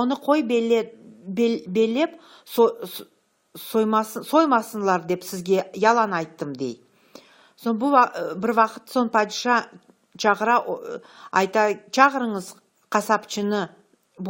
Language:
Crimean Tatar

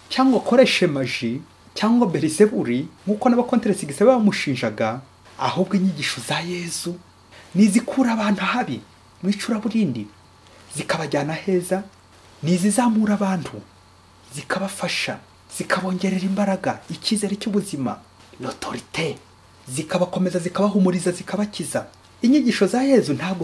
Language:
Kinyarwanda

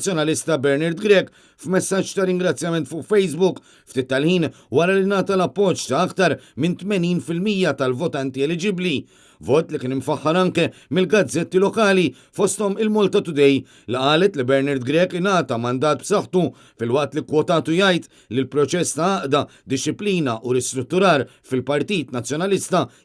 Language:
Maltese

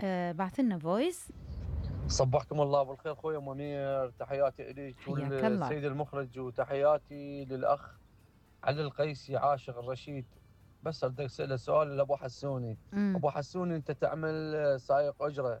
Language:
Mesopotamian Arabic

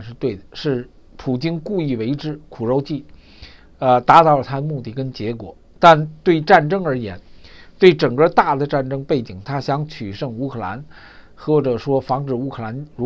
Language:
Chinese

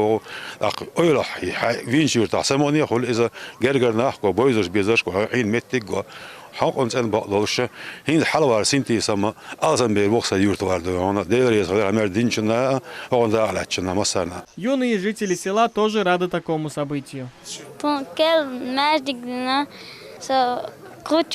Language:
Chechen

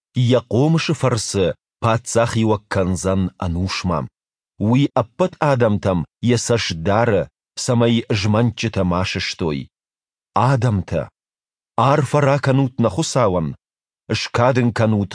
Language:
Ossetic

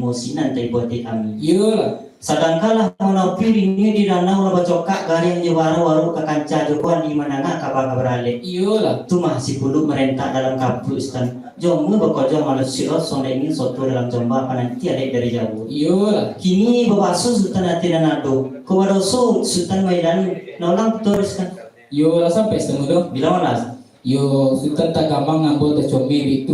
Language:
Minangkabau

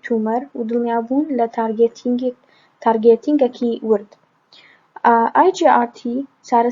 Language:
Central Kurdish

